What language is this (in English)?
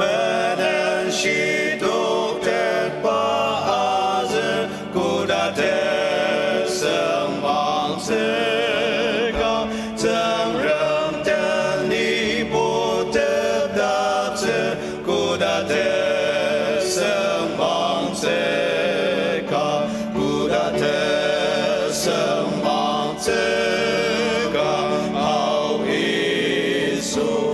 Ao Naga